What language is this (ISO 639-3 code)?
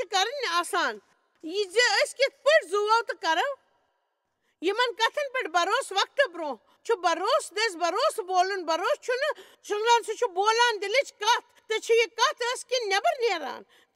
kas